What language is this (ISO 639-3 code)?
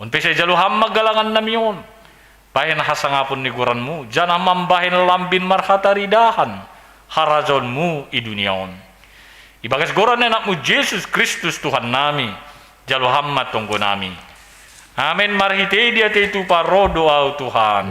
bts